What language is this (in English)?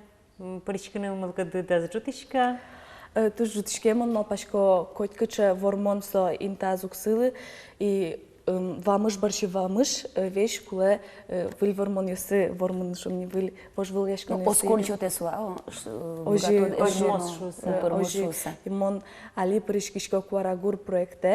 Udmurt